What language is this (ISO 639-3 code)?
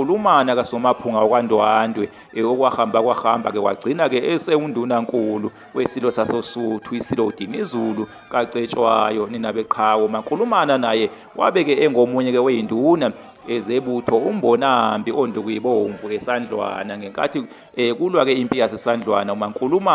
zul